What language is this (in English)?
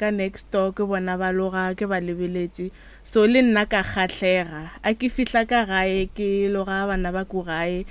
Northern Sotho